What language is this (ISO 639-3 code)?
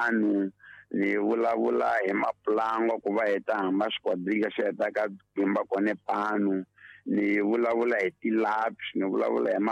tso